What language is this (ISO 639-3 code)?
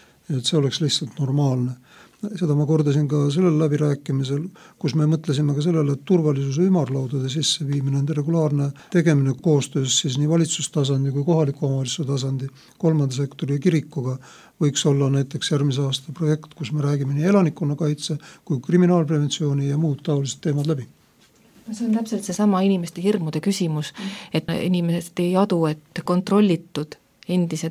est